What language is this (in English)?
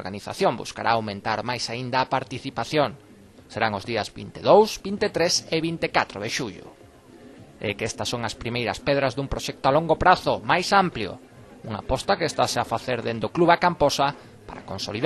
Galician